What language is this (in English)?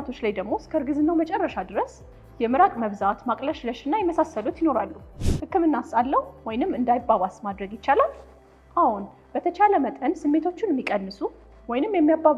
Amharic